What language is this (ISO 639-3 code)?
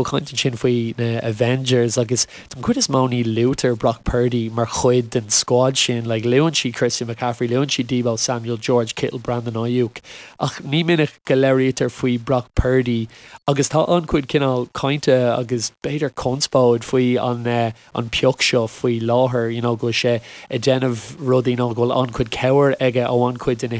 gle